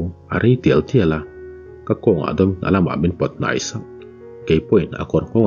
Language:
Mizo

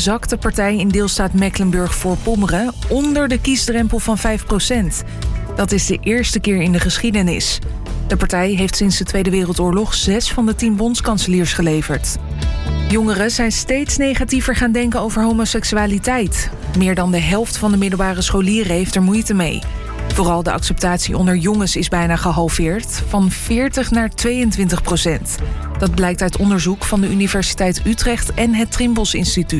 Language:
Dutch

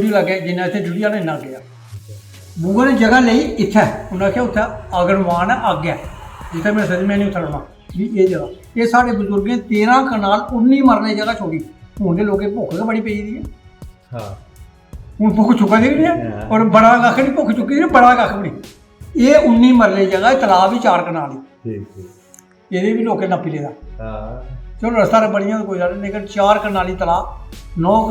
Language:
Dogri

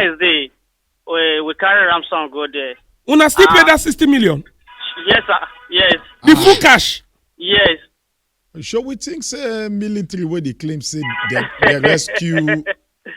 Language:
Nigerian Pidgin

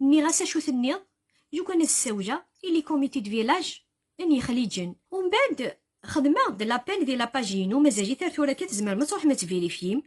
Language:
Kabyle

